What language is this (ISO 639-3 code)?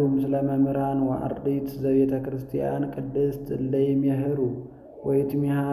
amh